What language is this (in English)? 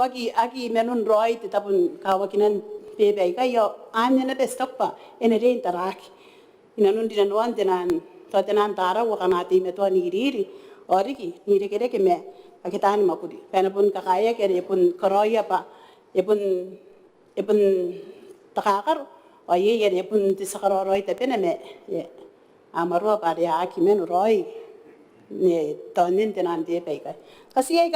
Gilbertese